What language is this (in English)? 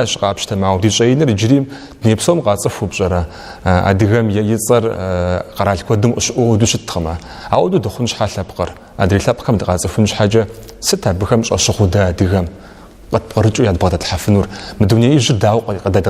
Kabardian